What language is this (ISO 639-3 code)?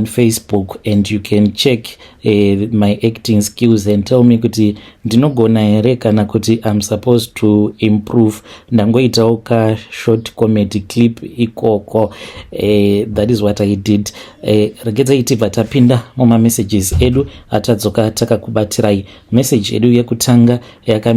sna